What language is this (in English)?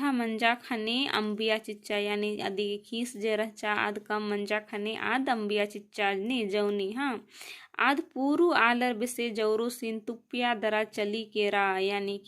Kurukh